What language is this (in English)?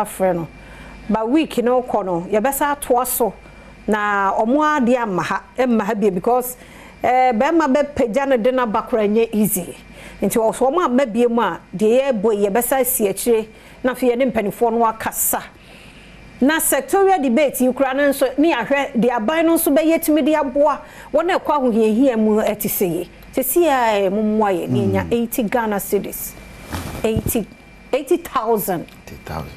Akan